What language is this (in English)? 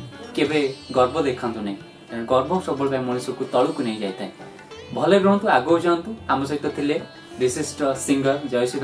Odia